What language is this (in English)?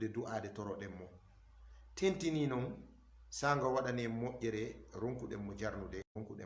Fula